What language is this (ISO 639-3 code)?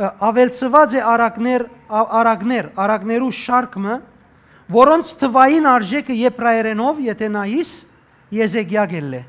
hyw